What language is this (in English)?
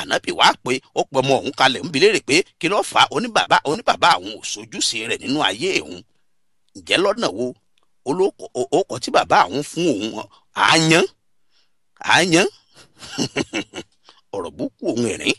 Yoruba